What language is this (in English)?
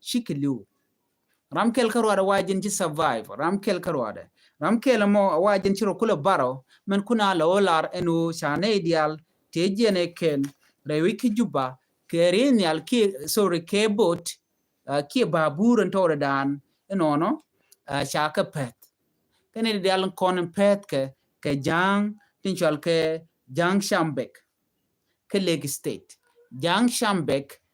Nuer